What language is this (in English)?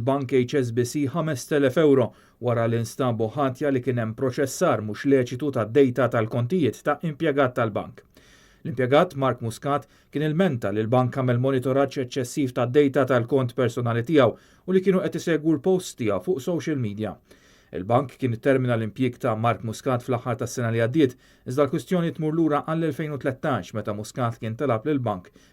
Maltese